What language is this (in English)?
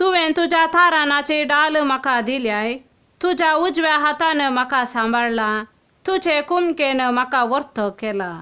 Konkani